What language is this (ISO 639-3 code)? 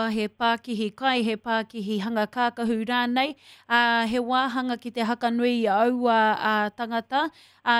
mri